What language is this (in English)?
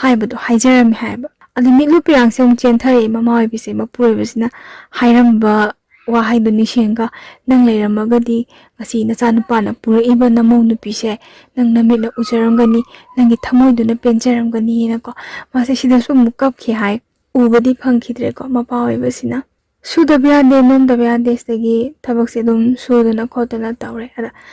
Manipuri